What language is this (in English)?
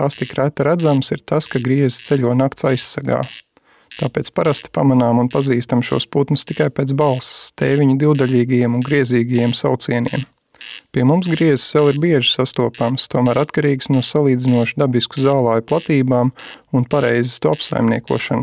Latvian